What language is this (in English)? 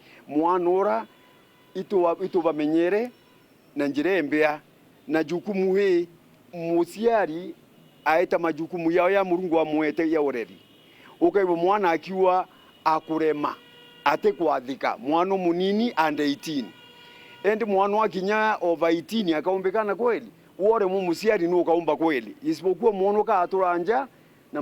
Meru